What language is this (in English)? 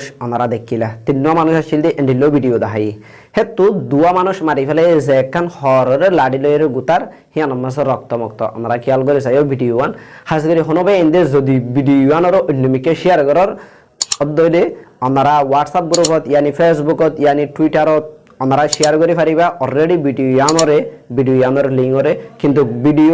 Rohingya